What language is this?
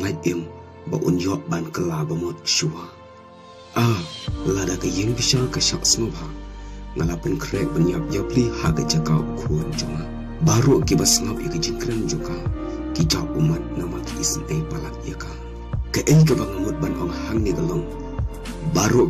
Khasi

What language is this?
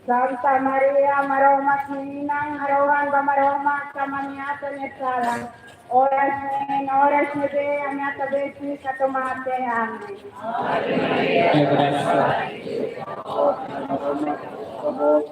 Tetum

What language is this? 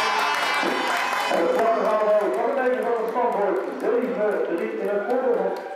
Dutch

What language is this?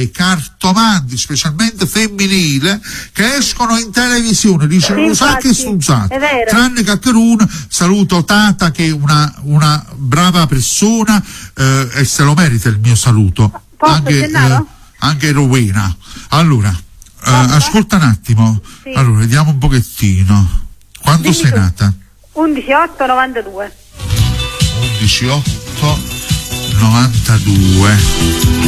Italian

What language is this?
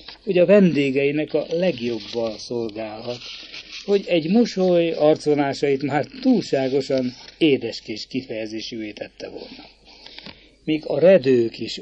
Hungarian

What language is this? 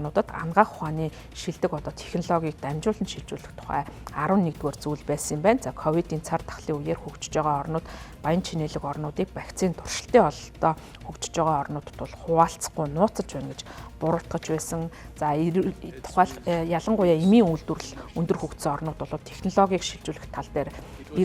Mongolian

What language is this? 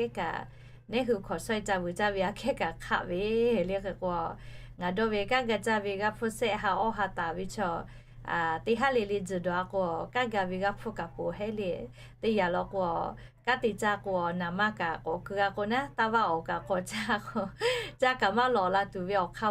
Lahu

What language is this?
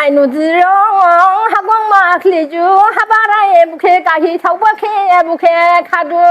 Dimasa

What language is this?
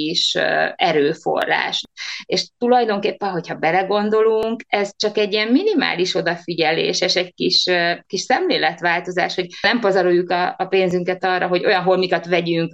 Hungarian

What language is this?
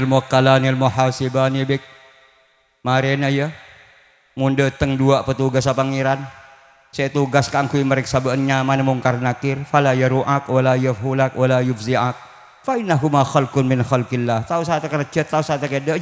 Madurese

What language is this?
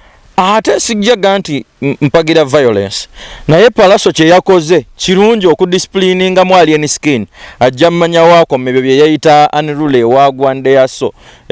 Ganda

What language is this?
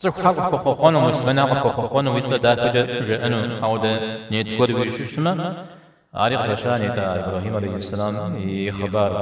Kabardian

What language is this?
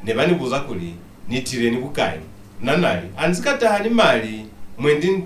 Lozi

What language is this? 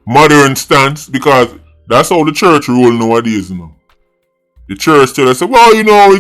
Jamaican Creole English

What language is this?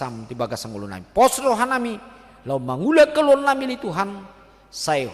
Batak Toba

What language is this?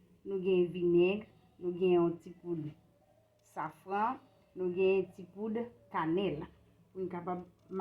Haitian Creole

